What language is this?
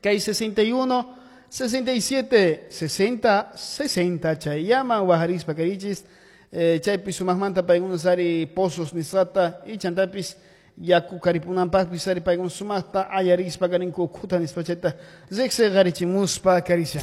Quechua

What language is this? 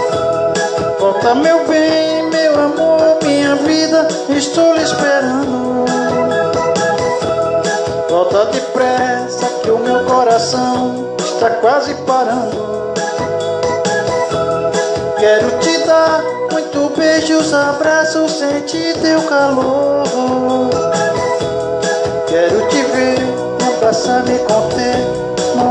Portuguese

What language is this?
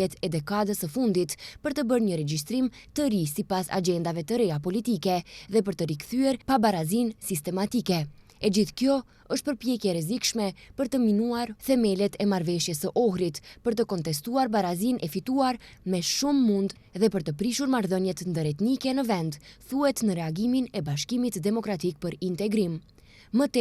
Albanian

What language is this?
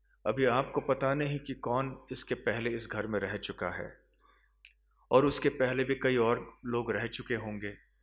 Hindi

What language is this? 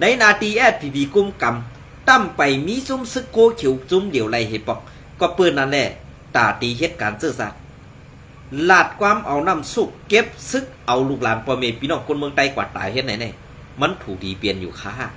Shan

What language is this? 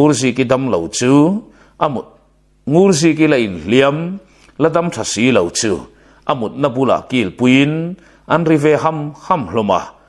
Mizo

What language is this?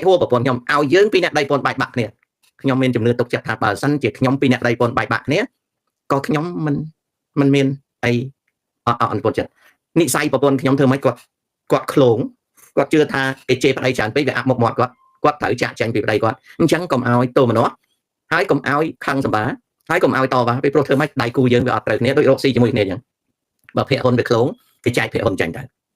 Khmer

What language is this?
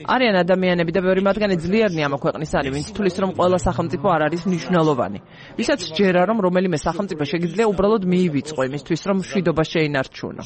Georgian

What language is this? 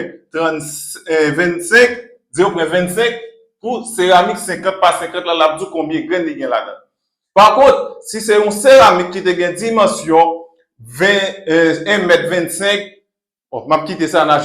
Haitian Creole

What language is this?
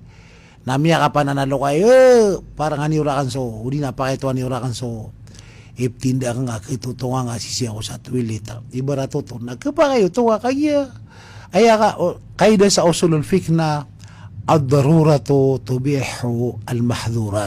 Maranao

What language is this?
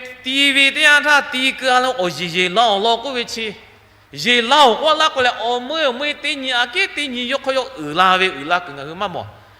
Lahu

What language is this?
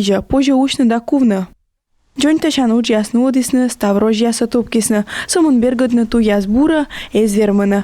Komi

